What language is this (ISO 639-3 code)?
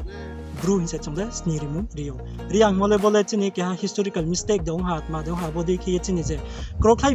ria